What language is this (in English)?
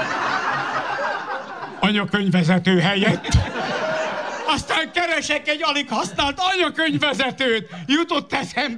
Hungarian